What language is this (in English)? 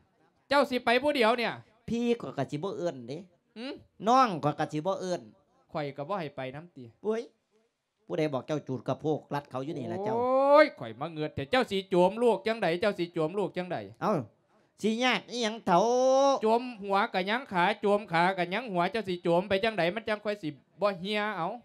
Lao